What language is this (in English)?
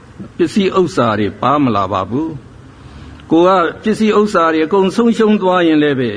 Burmese